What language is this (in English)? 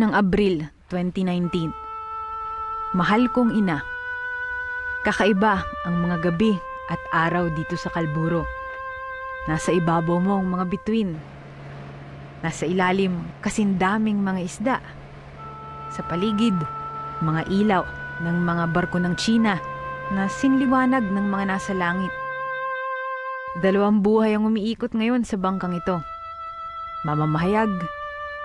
Filipino